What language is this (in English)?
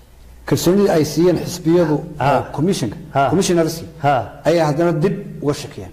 Somali